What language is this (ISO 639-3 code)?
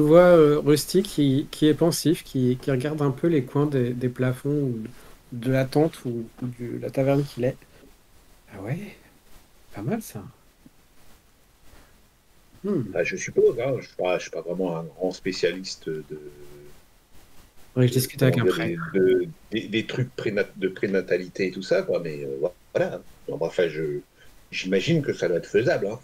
fra